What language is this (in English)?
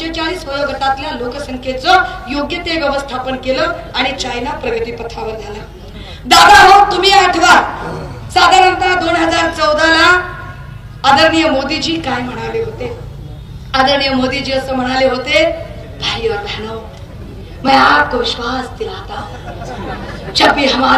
Marathi